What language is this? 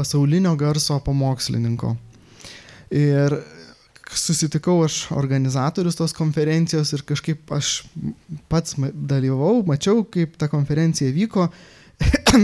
Lithuanian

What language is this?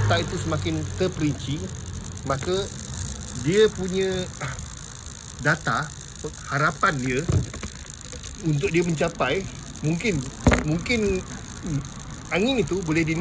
Malay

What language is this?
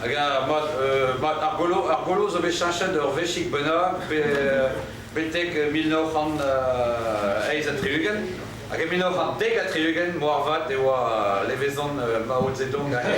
Breton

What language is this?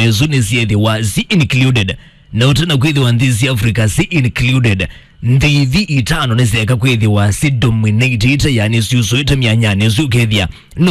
Kamba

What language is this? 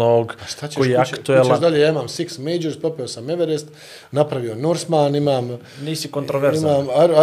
Bosnian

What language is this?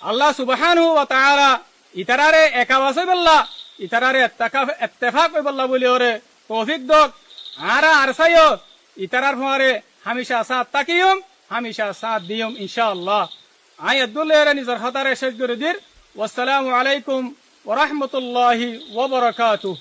Rohingya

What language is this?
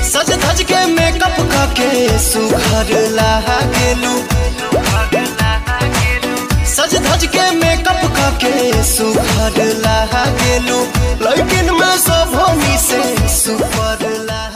Bhojpuri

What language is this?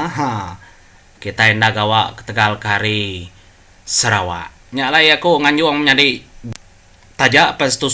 Iban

